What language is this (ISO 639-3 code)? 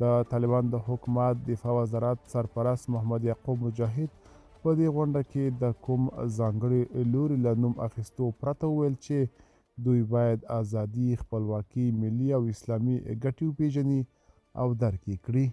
pus